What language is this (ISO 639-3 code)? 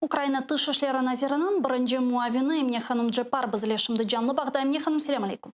crh